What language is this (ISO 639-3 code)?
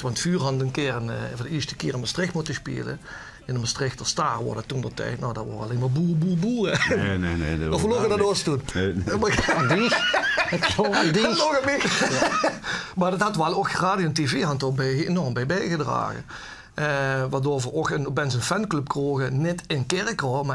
lim